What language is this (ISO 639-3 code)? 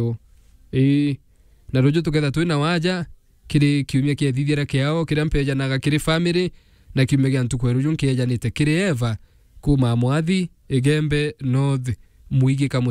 mer